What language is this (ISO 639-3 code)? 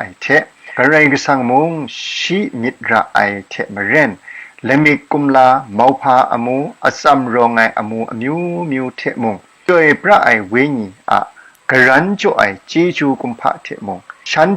kac